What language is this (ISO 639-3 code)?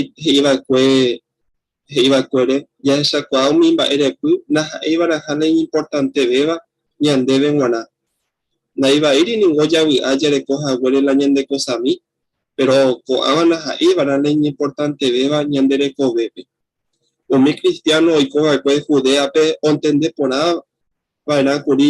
grn